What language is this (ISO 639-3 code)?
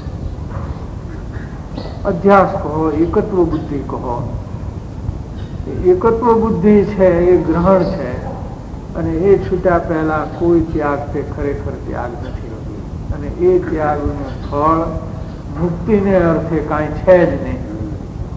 guj